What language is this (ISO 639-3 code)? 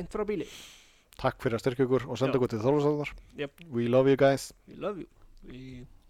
isl